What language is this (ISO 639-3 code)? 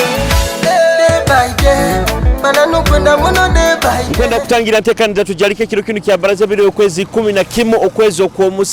ttj